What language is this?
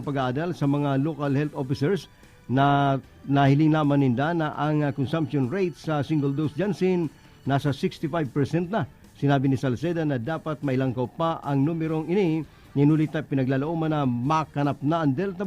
Bikol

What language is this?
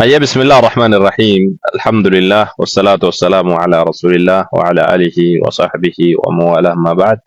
Oromo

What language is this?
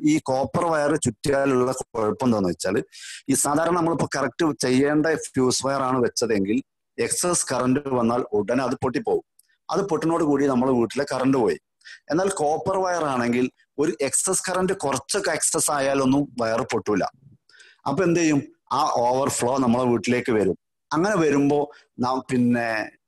Malayalam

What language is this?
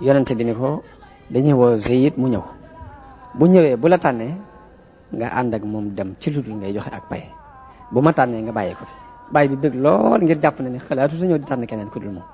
Wolof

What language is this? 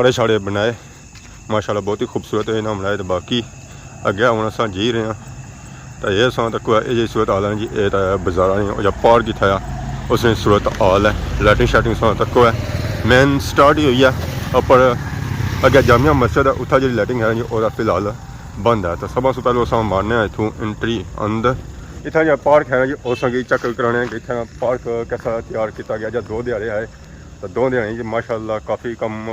Pahari-Potwari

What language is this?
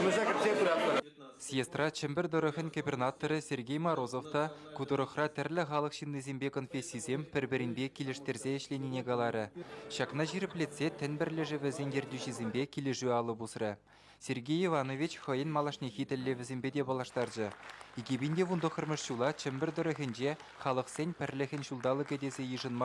Chuvash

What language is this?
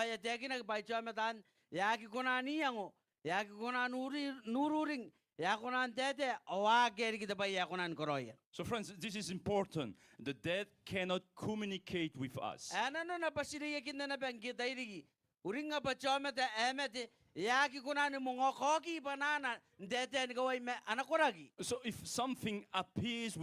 Gilbertese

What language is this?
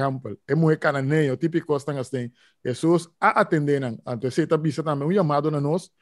Papiamento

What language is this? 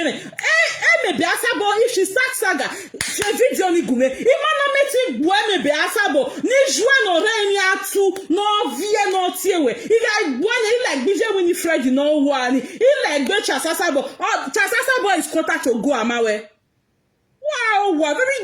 Nigerian Pidgin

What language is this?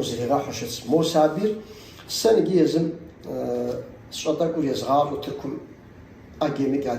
Kabardian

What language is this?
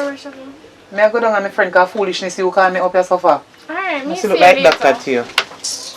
Jamaican Creole English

